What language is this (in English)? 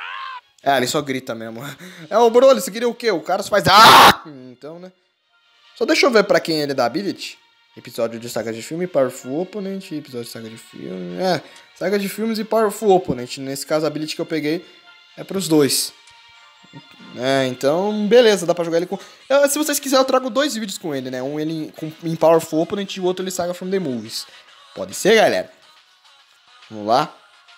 Portuguese